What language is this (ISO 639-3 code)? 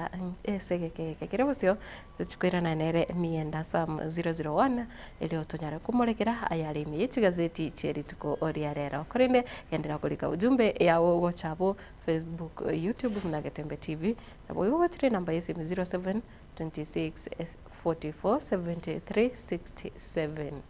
guz